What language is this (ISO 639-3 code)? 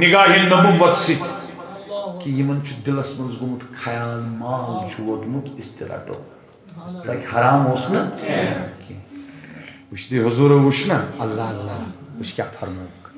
kas